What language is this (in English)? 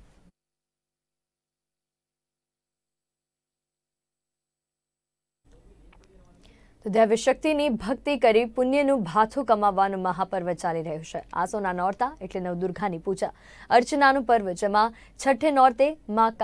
Gujarati